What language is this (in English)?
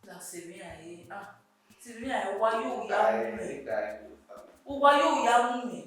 Bini